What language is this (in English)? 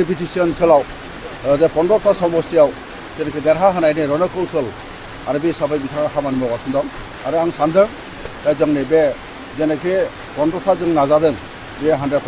Bodo